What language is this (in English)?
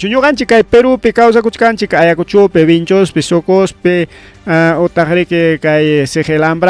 Ayacucho Quechua